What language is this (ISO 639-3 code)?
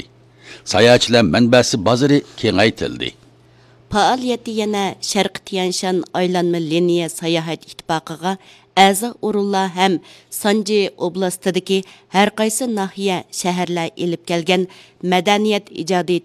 uig